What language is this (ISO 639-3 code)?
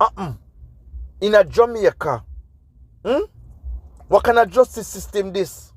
jam